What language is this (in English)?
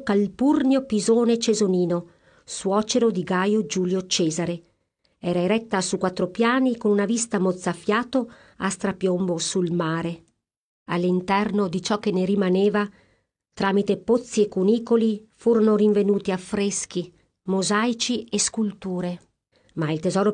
Italian